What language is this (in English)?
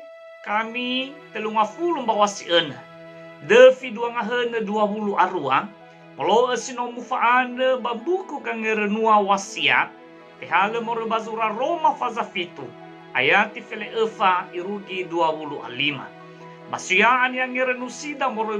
Nias